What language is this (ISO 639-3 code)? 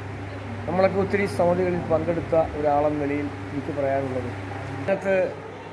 mal